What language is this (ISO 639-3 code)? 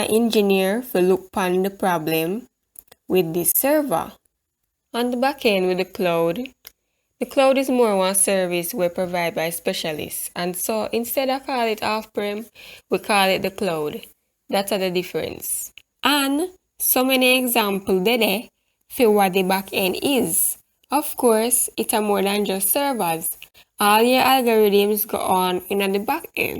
jam